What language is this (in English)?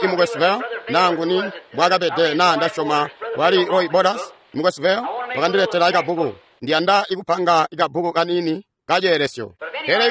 Tonga (Zambia)